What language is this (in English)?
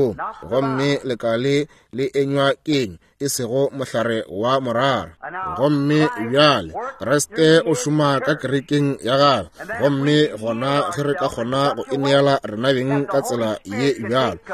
Northern Sotho